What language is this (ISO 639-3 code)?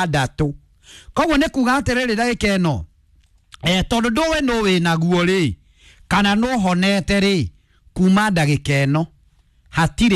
kik